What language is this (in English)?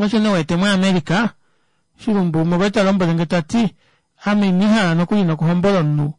Kuanyama